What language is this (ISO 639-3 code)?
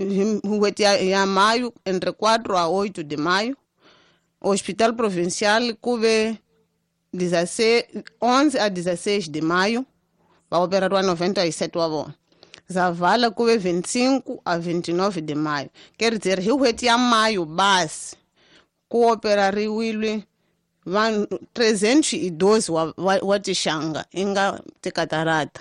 tso